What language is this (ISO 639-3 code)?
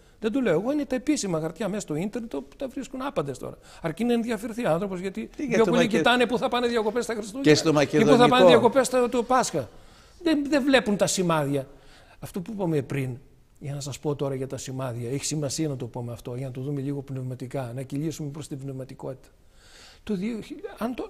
ell